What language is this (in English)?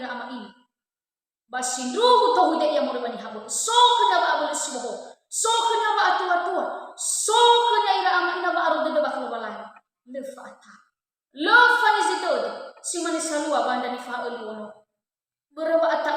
Nias